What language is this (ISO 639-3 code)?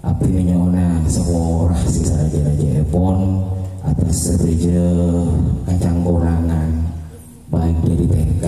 mad